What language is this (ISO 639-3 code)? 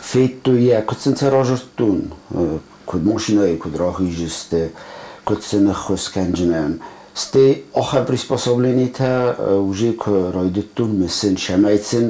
oss